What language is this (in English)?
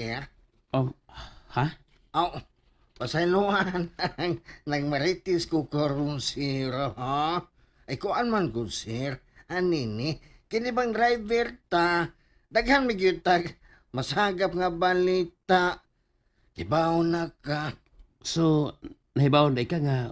Cebuano